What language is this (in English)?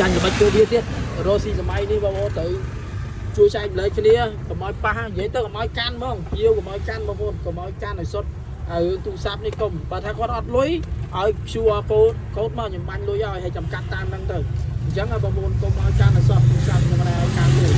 Khmer